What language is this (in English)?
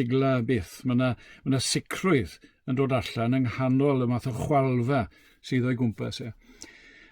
Welsh